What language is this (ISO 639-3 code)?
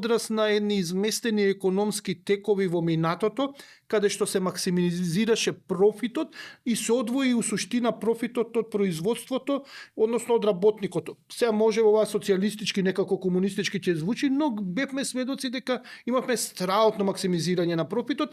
mkd